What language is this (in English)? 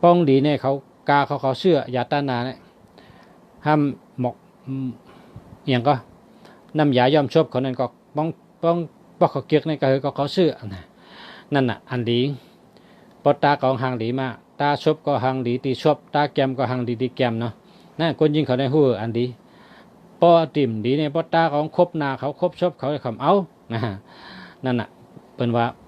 Shan